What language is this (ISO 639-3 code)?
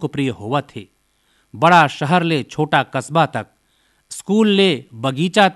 hne